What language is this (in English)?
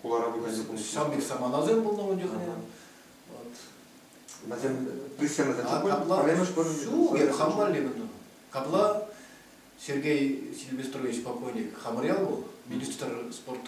Chuvash